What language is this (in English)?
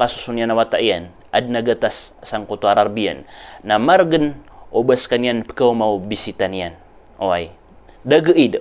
Maranao